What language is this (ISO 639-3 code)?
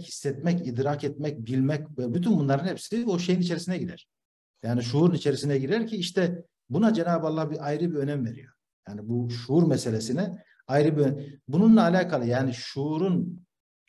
tur